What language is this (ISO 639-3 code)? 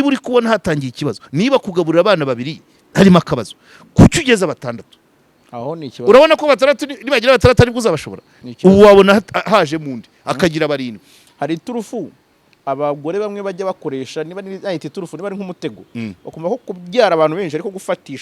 kin